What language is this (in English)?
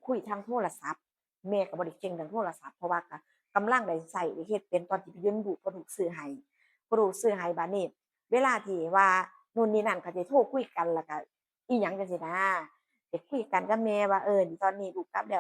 Northeastern Thai